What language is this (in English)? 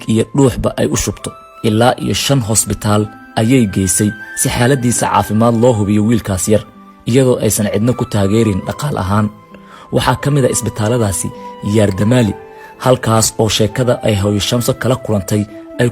Somali